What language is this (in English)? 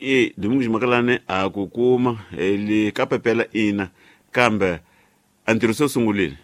Tsonga